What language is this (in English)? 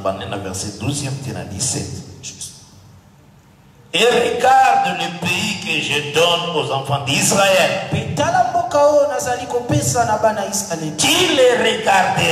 French